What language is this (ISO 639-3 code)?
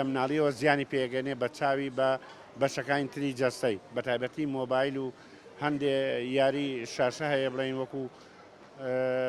ckb